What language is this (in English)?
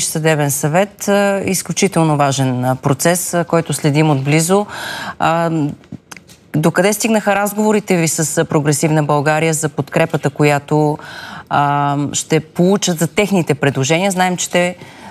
Bulgarian